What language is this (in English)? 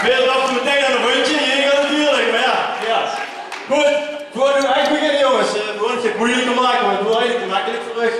Limburgish